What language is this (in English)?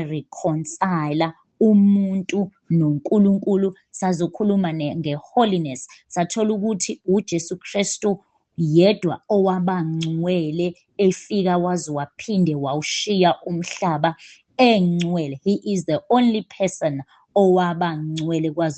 Zulu